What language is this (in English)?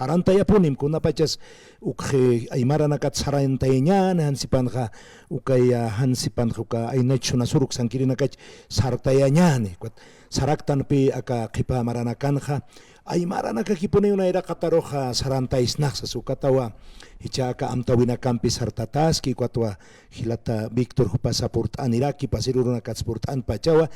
Aymara